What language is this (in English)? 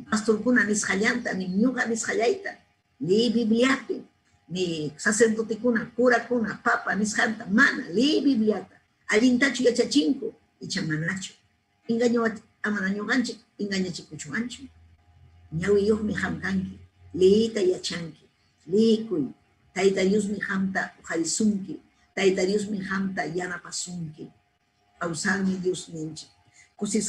Ayacucho Quechua